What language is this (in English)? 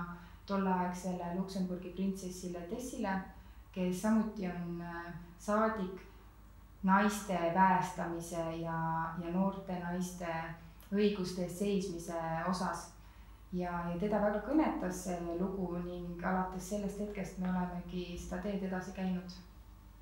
Estonian